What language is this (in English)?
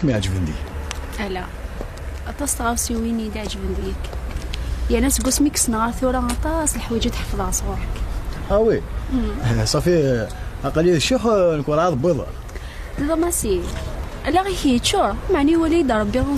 Kabyle